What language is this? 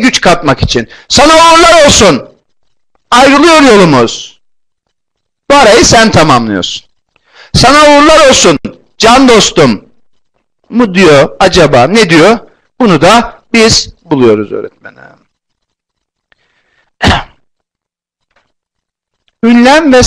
Turkish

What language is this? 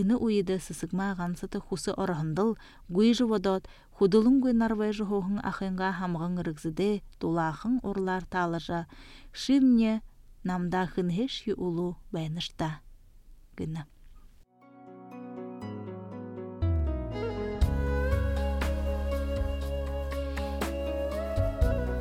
Buriat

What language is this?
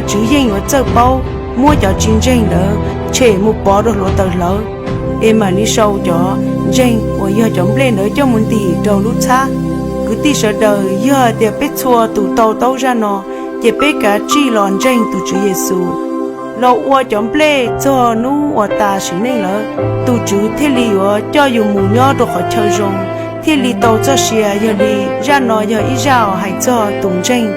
Hmong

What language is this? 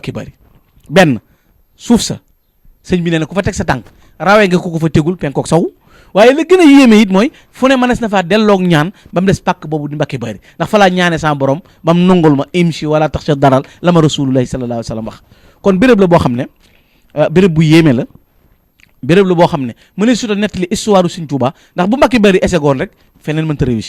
Wolof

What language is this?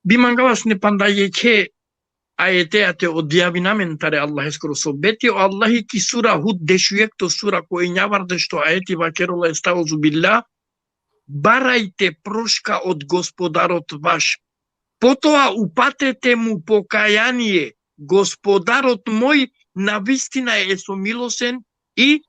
Balkan Romani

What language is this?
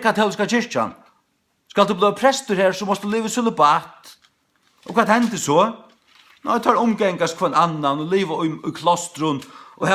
Faroese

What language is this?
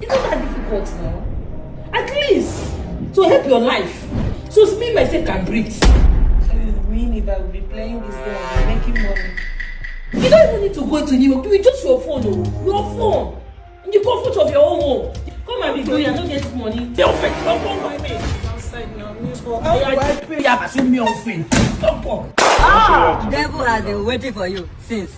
Nigerian Pidgin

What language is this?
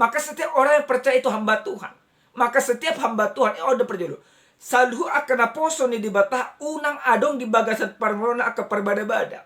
Batak Toba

